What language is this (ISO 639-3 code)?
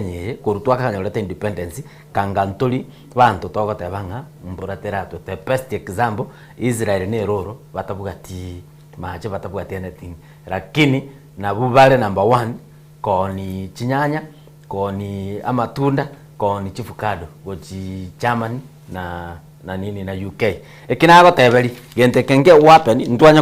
guz